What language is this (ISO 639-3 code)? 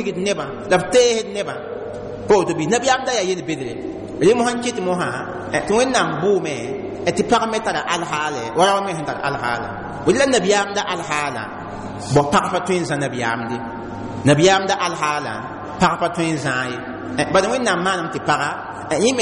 mos